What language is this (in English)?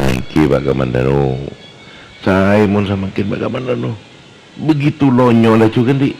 Madurese